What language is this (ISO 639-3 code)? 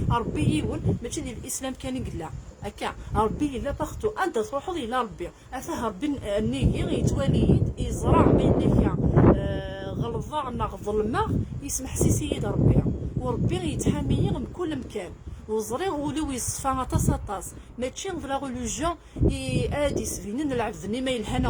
kab